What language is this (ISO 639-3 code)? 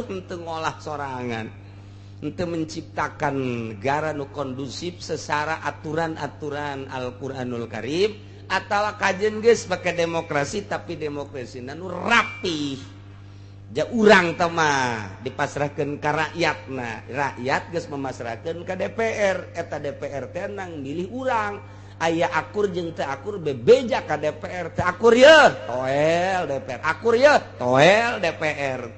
sun